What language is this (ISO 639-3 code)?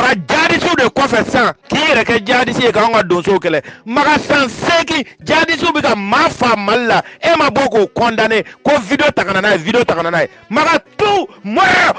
bam